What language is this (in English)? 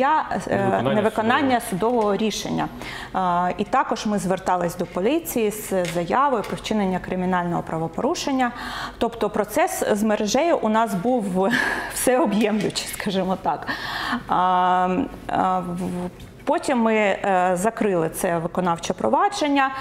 Ukrainian